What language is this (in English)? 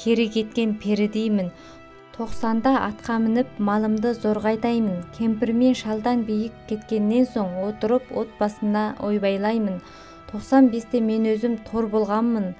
Kazakh